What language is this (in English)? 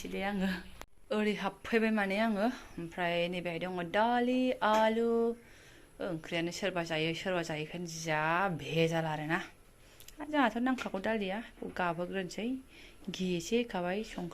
Bodo